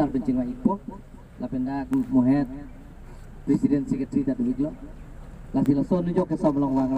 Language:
Karbi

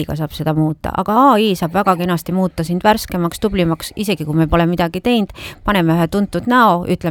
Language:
Estonian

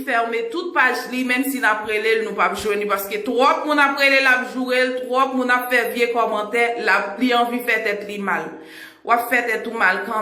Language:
Haitian Creole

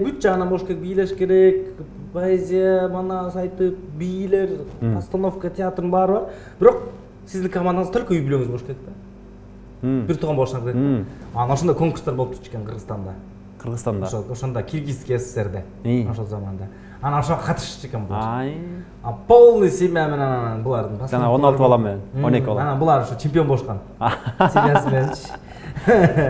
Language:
Kyrgyz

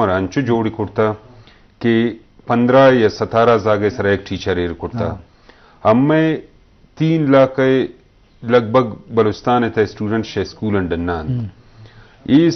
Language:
Eastern Balochi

